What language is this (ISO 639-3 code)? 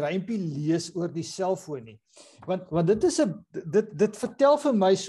afr